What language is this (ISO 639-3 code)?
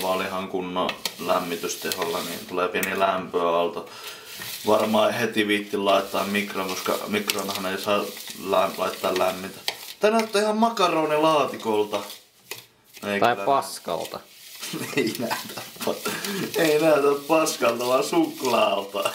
fin